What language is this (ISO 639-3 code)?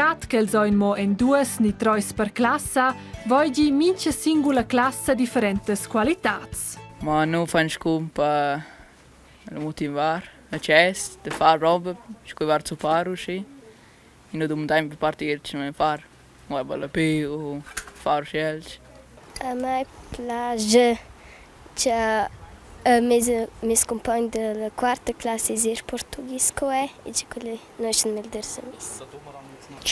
roh